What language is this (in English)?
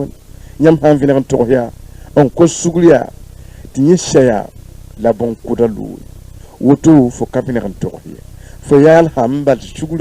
Mossi